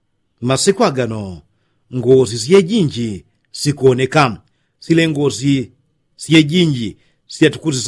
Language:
Yao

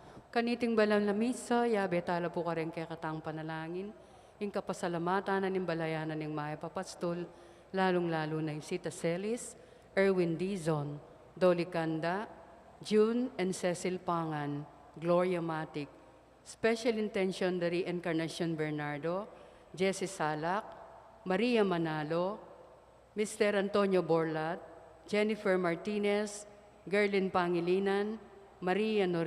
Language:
Pampanga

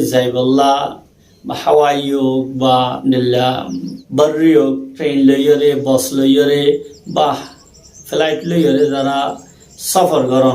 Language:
Rohingya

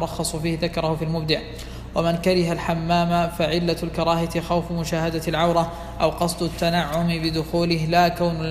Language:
Arabic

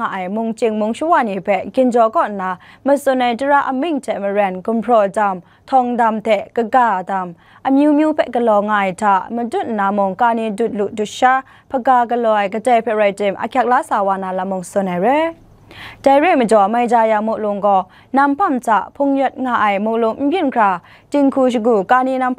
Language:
Kachin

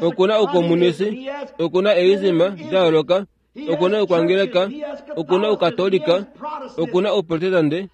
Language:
Kuanyama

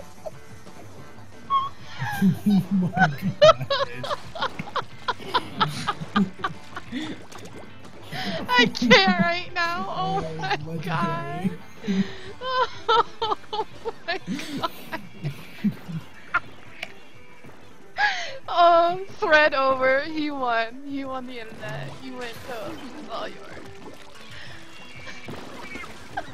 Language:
English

